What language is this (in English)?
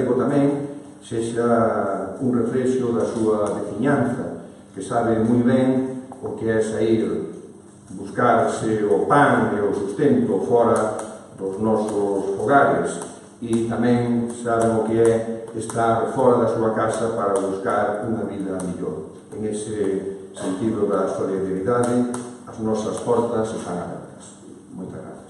Galician